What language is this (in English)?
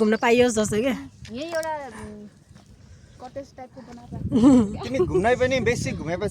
Nepali